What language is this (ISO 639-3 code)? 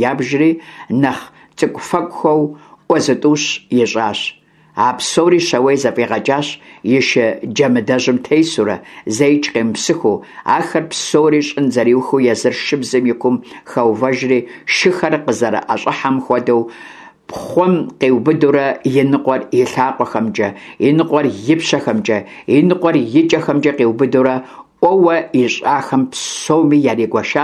kbd